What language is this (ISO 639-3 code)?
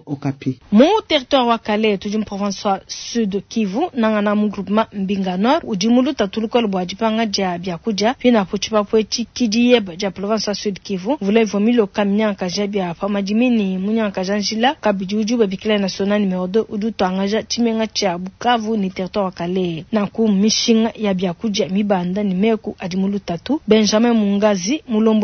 lua